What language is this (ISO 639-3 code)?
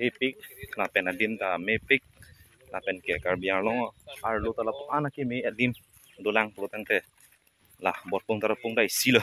mjw